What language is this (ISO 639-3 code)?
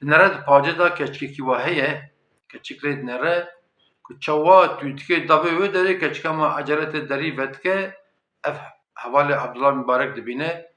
kur